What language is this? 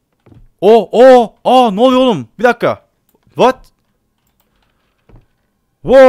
Turkish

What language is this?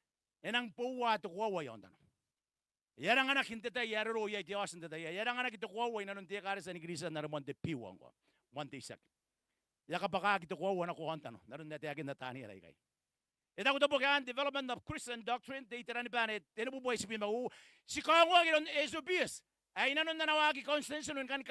Gilbertese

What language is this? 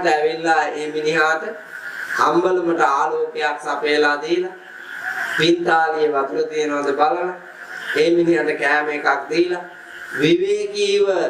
Sinhala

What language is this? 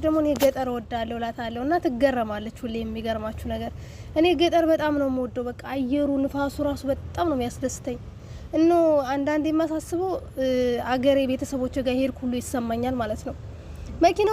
Amharic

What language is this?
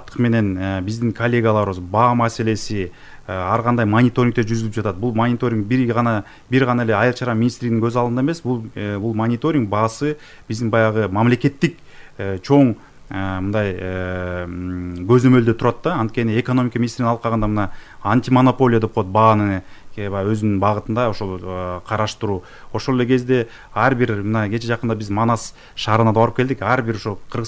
Kyrgyz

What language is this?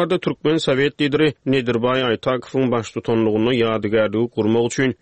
Turkmen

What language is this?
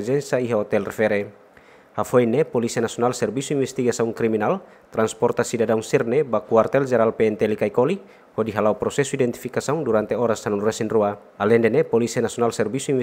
Tetum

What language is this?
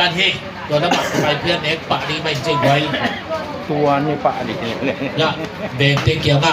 Tedim Chin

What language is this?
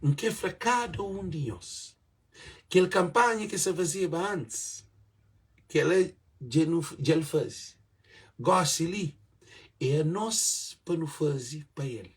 Kabuverdianu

